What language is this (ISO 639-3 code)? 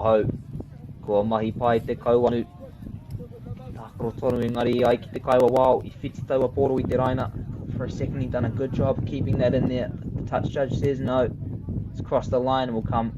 mri